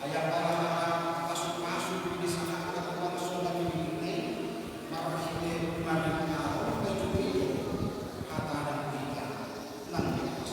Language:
Batak Toba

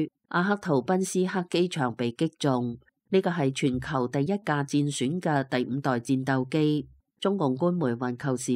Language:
Cantonese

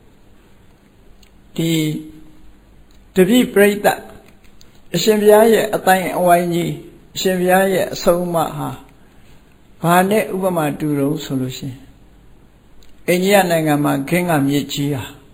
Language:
Burmese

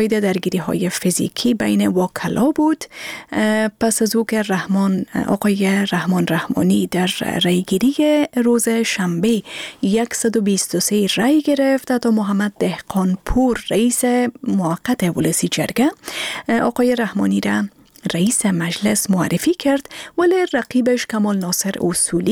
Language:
Persian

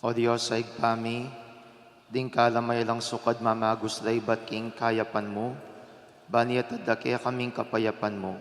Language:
Pampanga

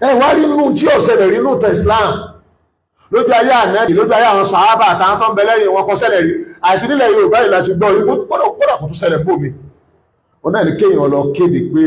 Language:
Yoruba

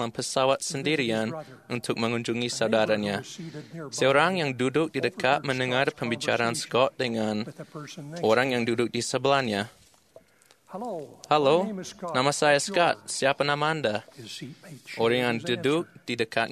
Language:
Indonesian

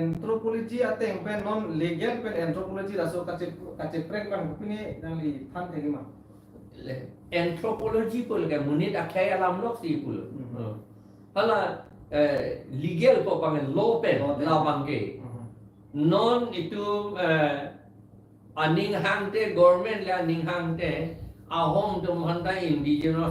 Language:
Karbi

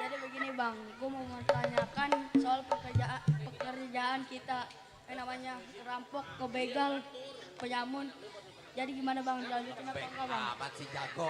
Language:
Betawi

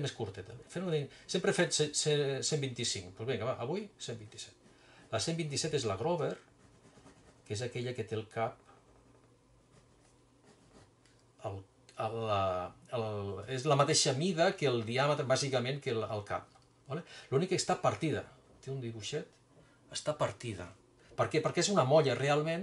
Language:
Catalan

